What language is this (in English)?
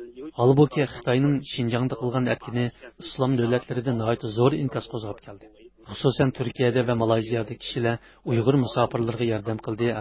Uyghur